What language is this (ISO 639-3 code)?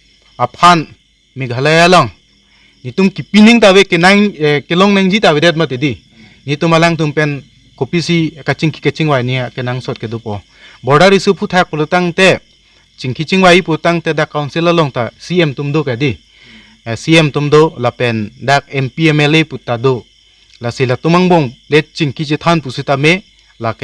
mjw